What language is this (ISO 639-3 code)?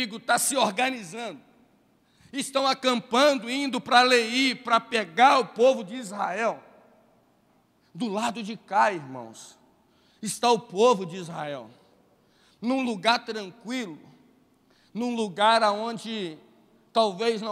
por